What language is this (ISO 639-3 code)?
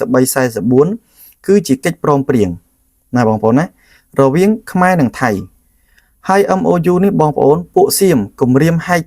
khm